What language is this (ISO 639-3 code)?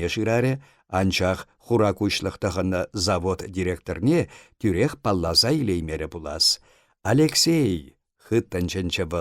chv